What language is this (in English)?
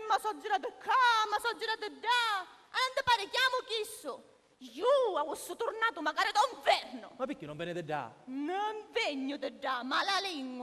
Sicilian